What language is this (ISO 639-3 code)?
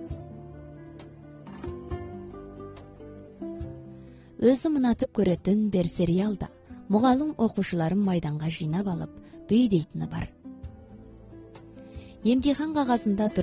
kaz